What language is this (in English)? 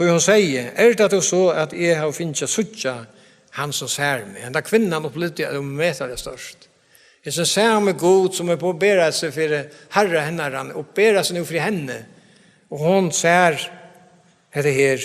Faroese